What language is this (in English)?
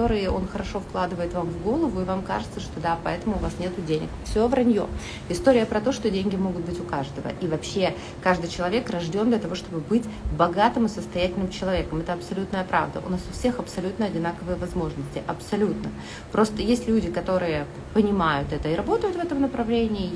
Russian